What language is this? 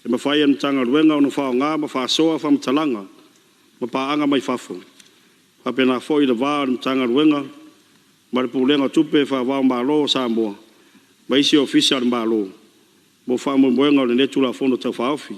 Samoan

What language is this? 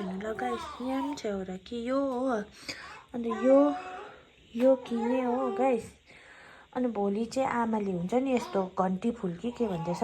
Nepali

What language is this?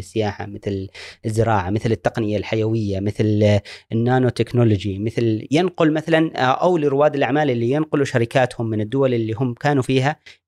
Gulf Arabic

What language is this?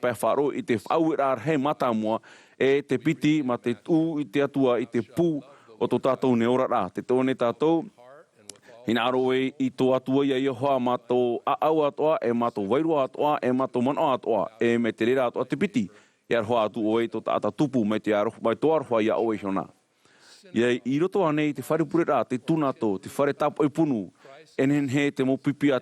Tahitian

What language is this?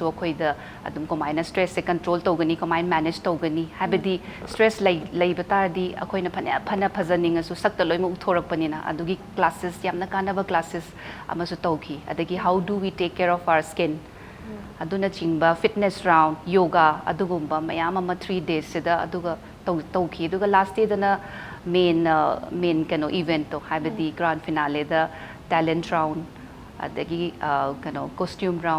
Manipuri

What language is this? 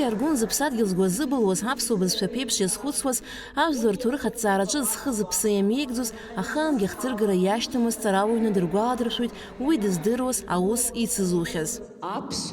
Abkhazian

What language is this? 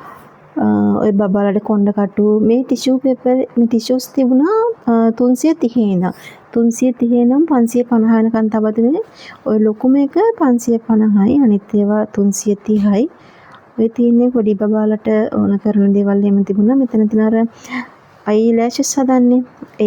Sinhala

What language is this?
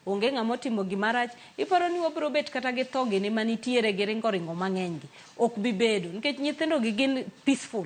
Luo (Kenya and Tanzania)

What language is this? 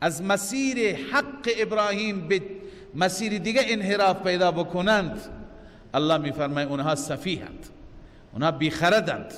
Persian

